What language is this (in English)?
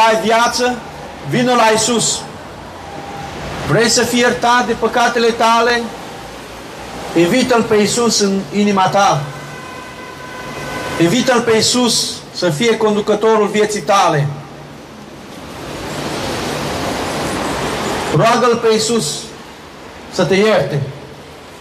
Romanian